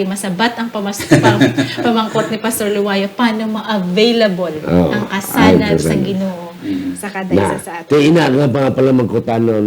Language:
Hiligaynon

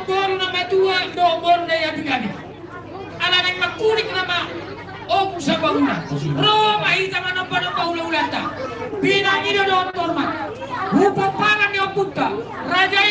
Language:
Batak Toba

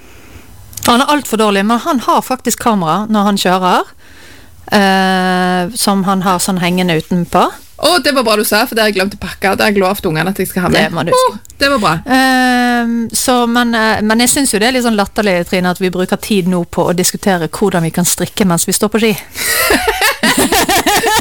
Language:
Norwegian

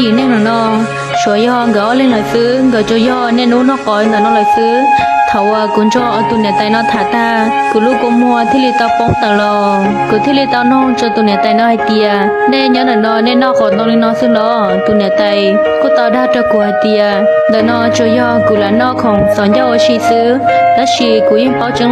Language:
Hmong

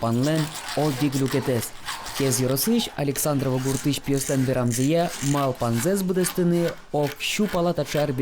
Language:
Udmurt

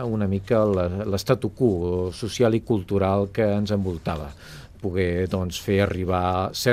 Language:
Catalan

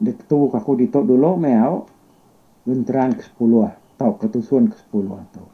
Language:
Iban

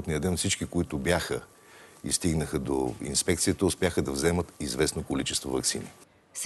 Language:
Bulgarian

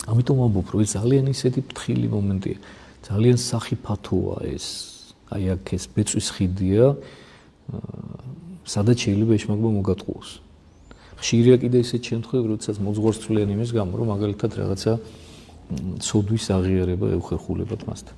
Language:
Georgian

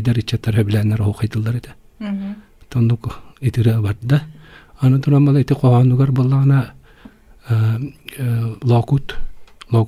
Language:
Yakut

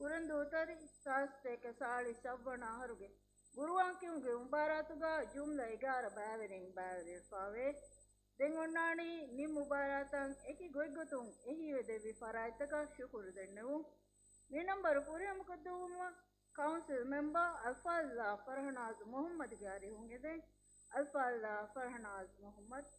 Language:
Divehi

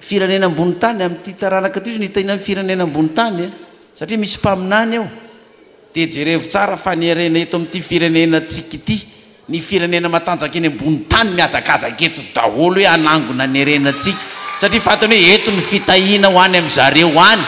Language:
Malagasy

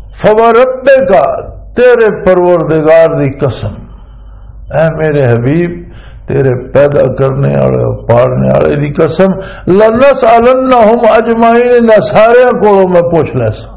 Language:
Western Panjabi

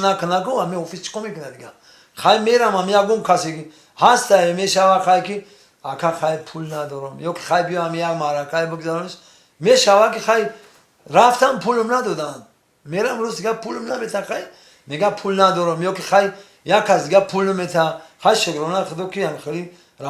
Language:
Tajik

